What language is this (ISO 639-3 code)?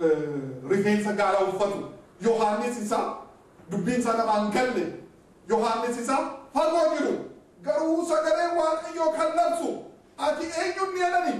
orm